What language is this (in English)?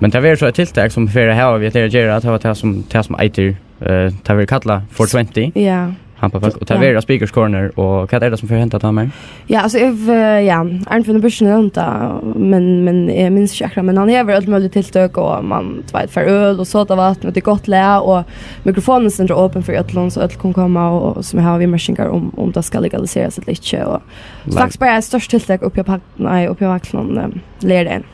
Faroese